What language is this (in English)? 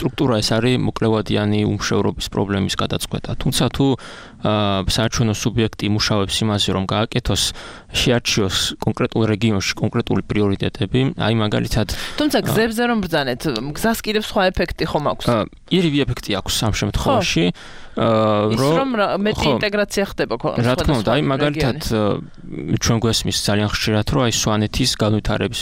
Georgian